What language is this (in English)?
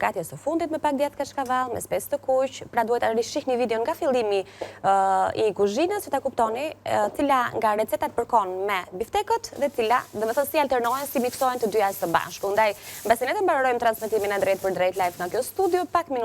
Albanian